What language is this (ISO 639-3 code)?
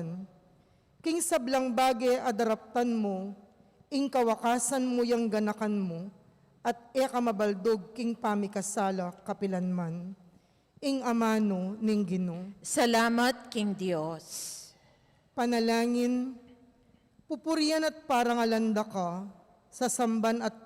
pam